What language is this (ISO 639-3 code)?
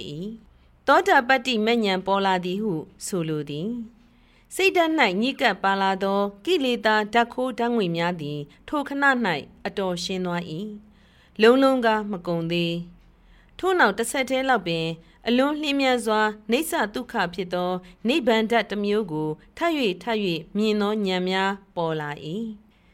mya